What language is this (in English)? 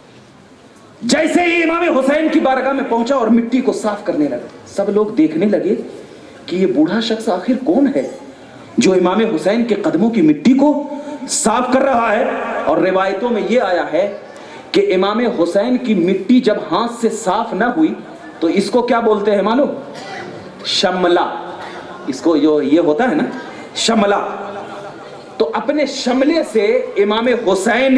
Urdu